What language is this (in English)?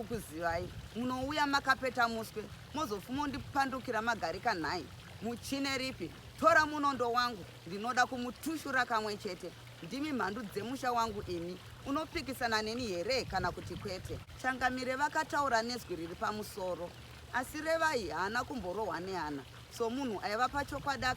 Shona